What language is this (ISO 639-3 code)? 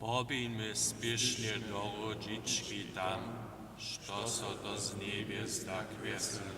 hsb